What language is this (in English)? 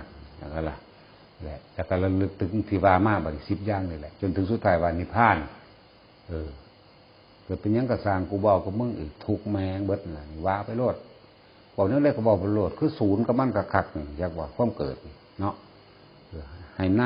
Northeastern Thai